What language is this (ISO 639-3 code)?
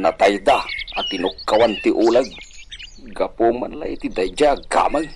ilo